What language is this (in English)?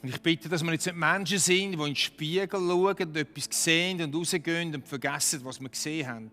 Swiss German